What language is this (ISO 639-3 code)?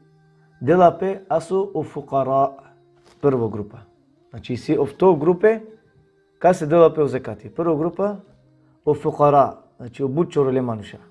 rmn